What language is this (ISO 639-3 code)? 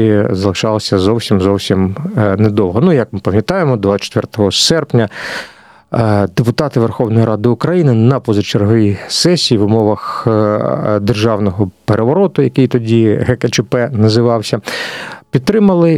ukr